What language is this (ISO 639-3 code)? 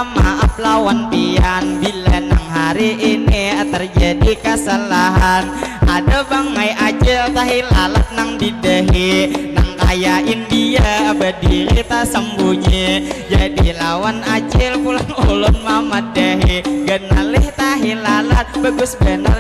bjn